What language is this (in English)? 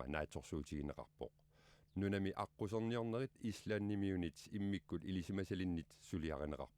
Kalaallisut